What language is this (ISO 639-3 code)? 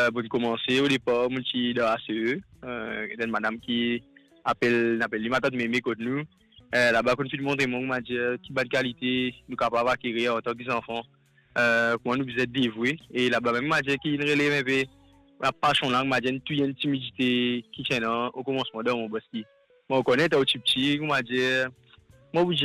mfe